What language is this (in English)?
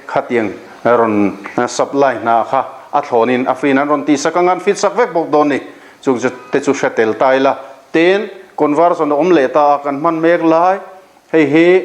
Mizo